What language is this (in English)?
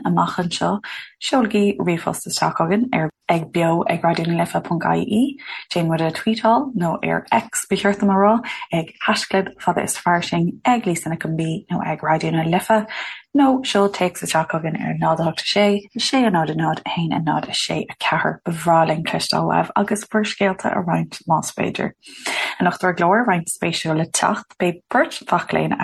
Irish